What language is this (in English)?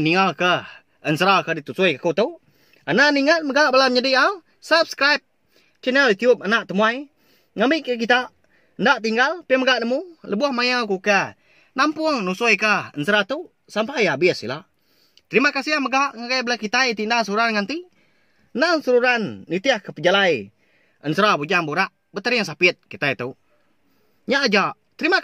Iban